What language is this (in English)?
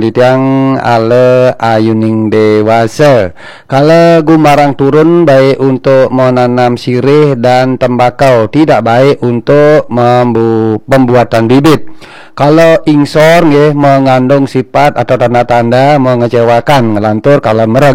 Balinese